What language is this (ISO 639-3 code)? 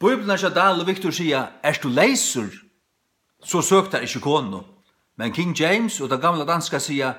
fao